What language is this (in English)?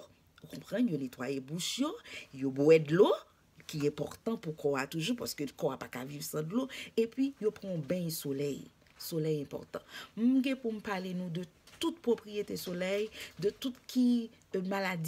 Haitian Creole